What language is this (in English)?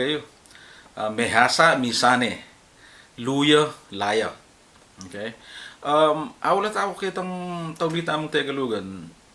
Pampanga